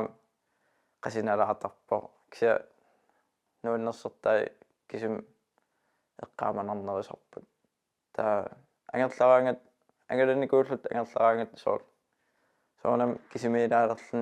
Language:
Kalaallisut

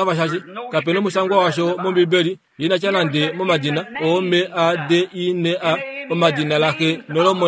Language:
Kuanyama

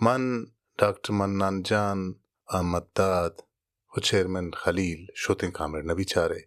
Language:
Baluchi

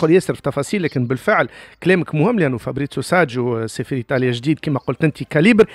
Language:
Tunisian Arabic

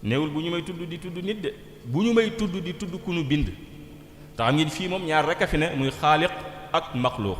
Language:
Wolof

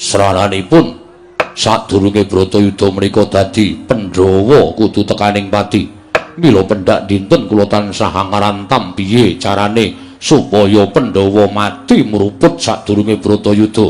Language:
Javanese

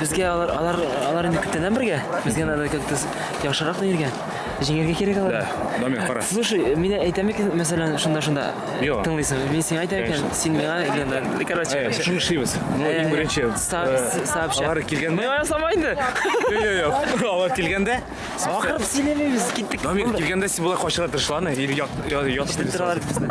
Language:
Tatar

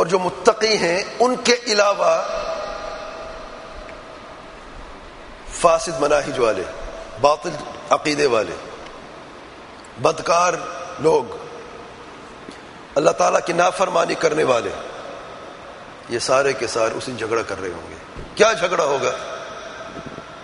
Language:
Urdu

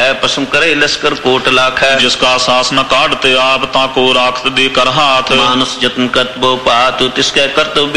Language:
Punjabi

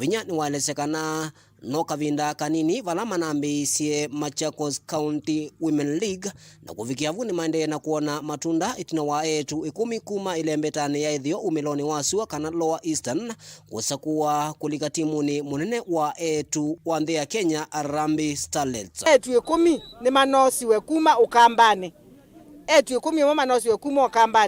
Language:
Kamba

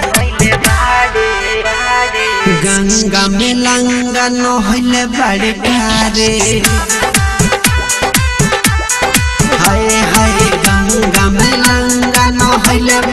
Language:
Bhojpuri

